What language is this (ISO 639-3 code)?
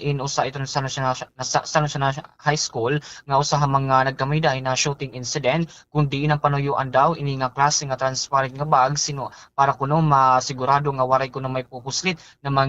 war